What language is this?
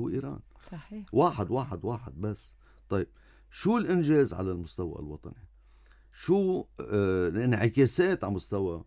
North Levantine Arabic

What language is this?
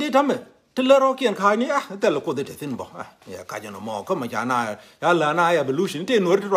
Nuer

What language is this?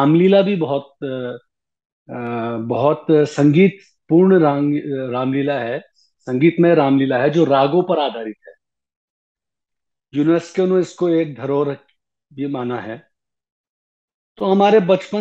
Hindi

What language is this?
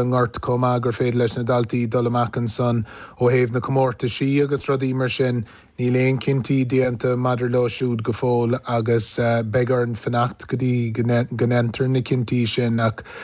Irish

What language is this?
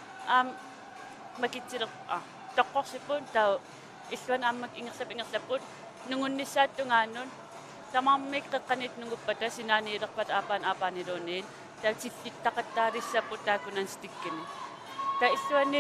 Kalaallisut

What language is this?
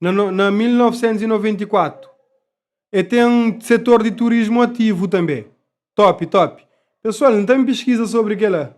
Kabuverdianu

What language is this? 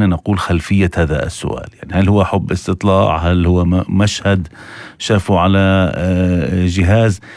North Levantine Arabic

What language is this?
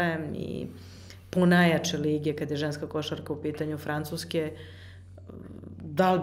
Serbian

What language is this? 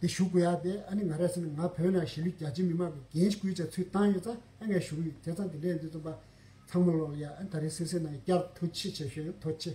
Tibetan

